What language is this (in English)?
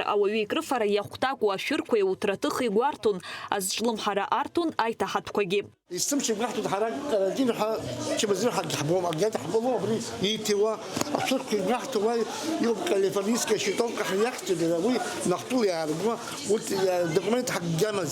Abkhazian